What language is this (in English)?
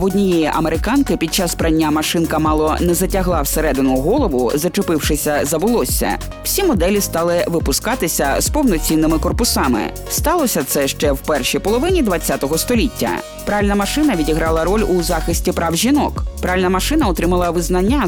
Ukrainian